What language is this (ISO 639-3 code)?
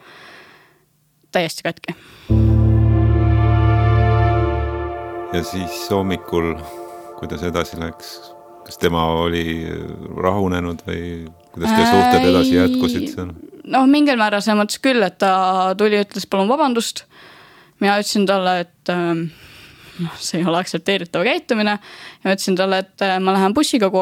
est